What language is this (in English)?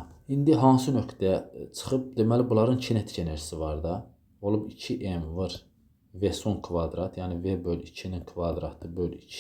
Azerbaijani